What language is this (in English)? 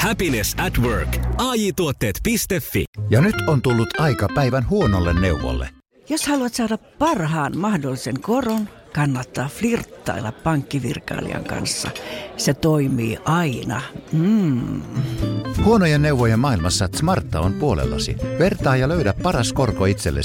Finnish